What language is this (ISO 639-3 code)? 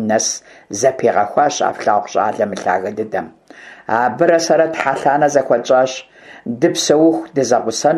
kbd